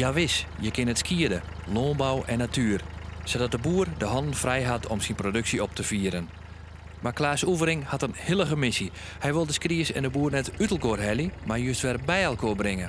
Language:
Western Frisian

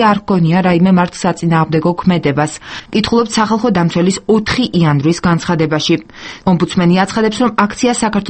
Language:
Georgian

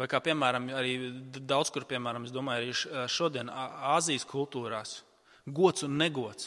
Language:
Latvian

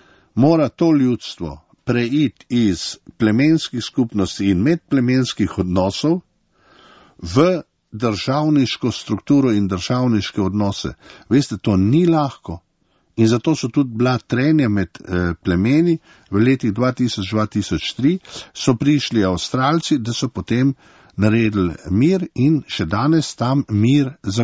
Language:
Slovenian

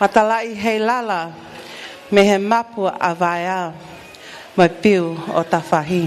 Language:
Tongan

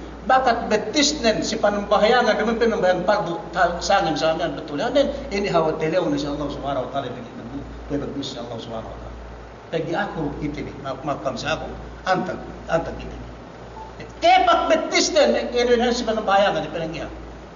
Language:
Yakan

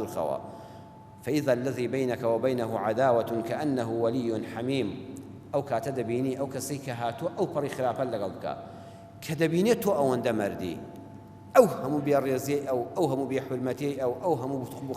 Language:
Central Kurdish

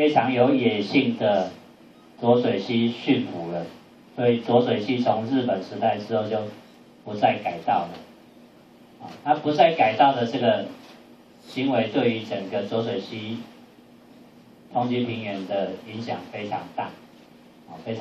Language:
Chinese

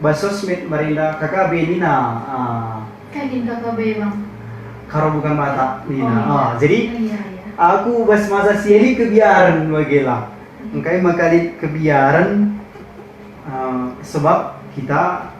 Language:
Batak Karo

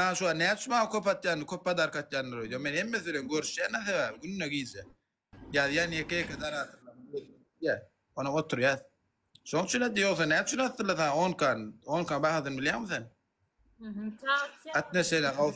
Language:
Turkmen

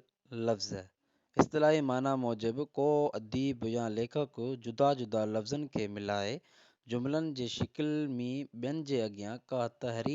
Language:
Sindhi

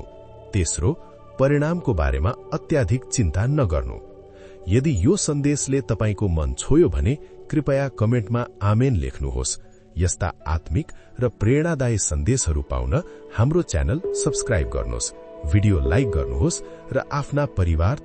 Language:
Nepali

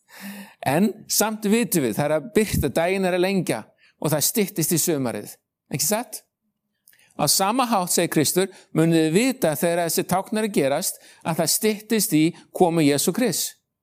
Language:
Icelandic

